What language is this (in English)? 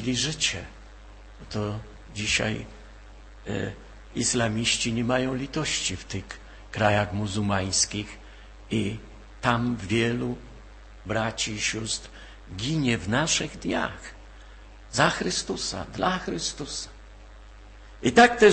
Polish